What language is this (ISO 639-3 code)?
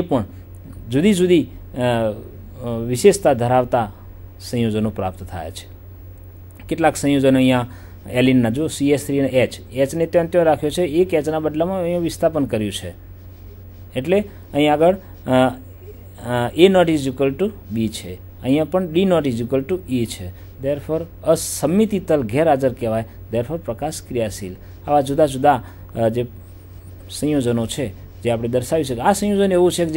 guj